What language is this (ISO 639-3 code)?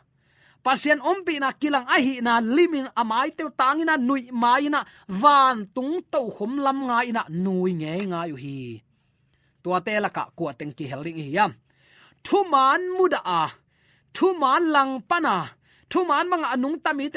ctd